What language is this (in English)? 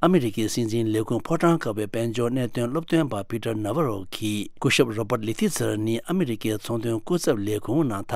Tibetan